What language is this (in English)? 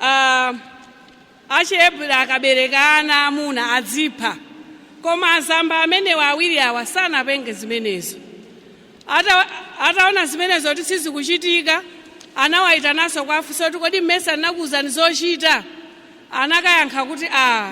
Nyanja